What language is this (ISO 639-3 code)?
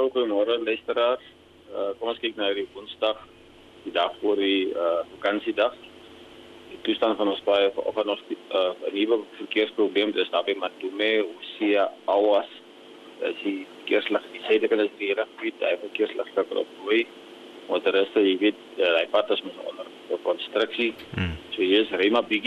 afr